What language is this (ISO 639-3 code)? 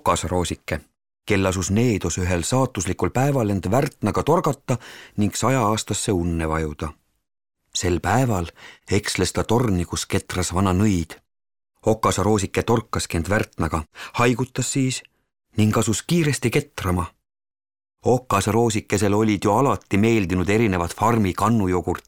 est